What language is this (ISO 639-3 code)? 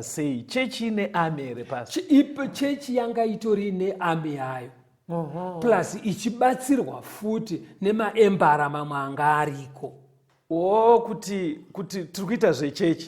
sna